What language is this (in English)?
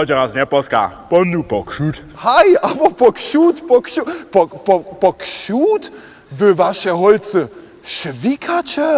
Upper Sorbian